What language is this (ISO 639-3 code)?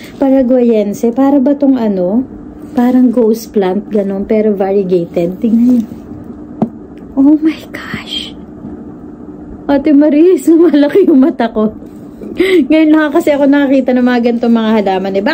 fil